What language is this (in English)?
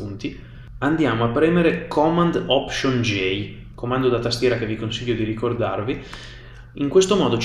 Italian